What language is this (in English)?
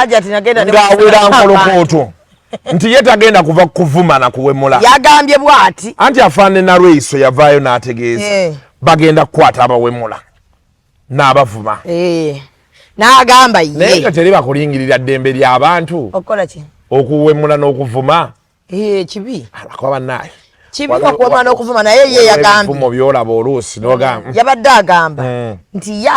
Ganda